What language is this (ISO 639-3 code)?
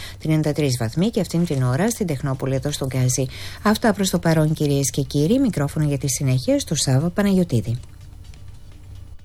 ell